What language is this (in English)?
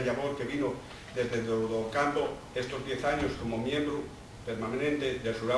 Asturian